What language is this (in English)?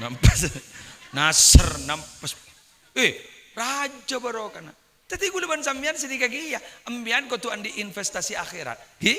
Madurese